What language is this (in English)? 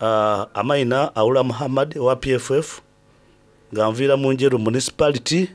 Soga